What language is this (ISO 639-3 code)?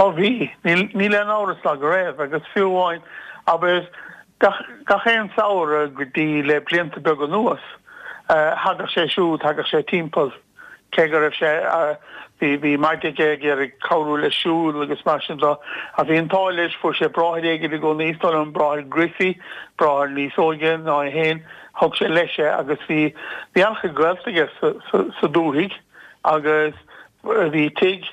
gle